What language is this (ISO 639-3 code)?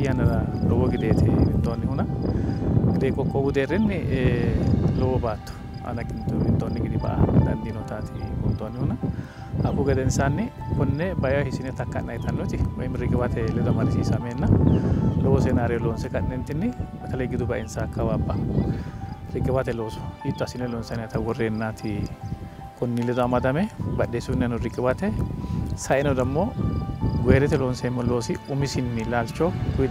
sid